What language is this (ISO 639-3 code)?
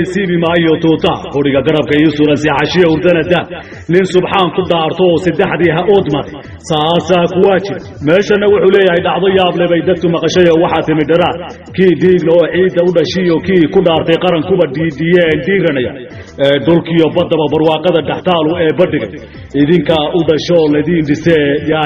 som